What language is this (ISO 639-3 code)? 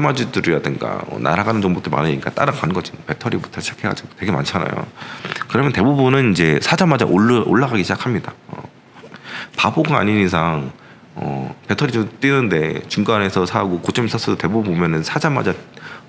kor